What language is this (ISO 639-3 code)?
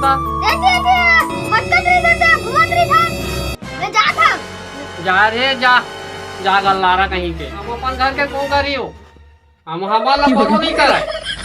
hne